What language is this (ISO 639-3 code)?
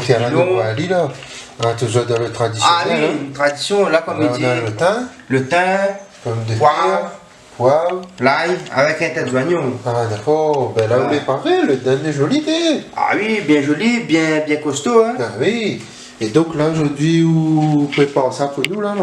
rcf